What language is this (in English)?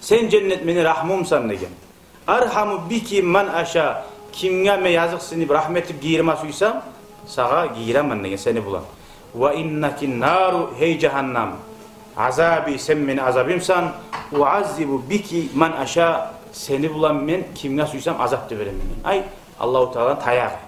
Kumyk